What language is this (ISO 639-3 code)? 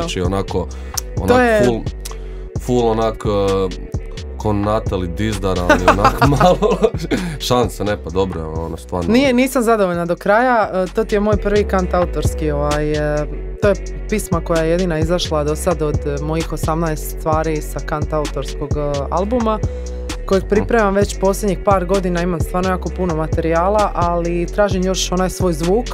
hrv